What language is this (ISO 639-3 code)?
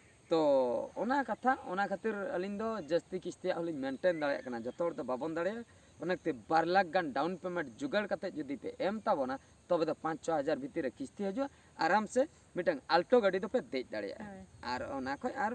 sat